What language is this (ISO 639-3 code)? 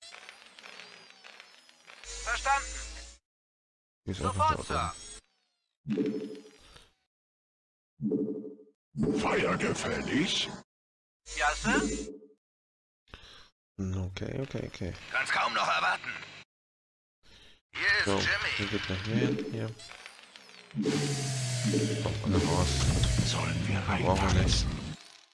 deu